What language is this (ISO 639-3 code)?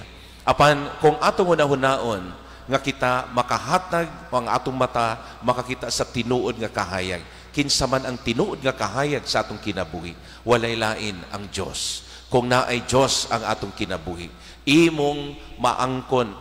ceb